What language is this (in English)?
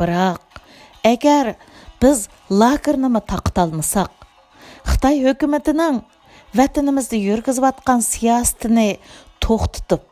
Uyghur